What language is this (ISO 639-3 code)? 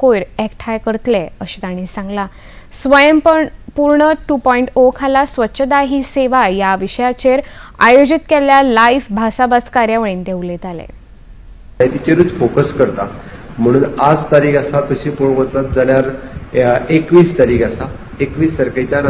kok